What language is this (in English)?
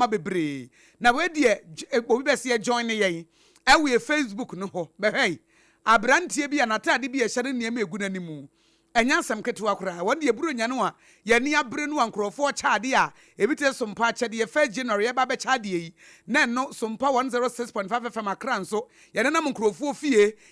Akan